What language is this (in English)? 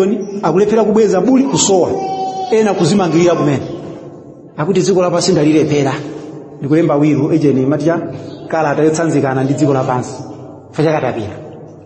Nyanja